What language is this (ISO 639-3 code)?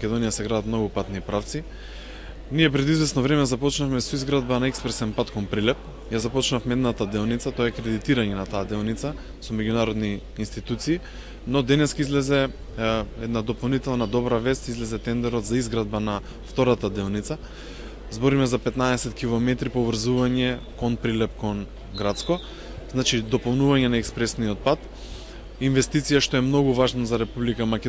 mkd